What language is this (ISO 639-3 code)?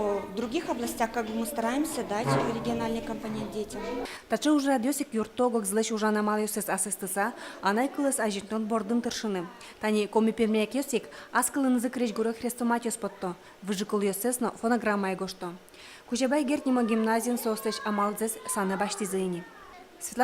udm